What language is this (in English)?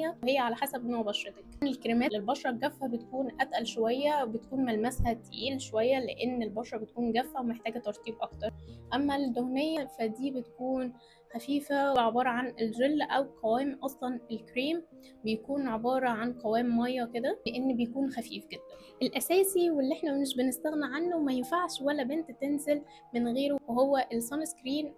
Egyptian Arabic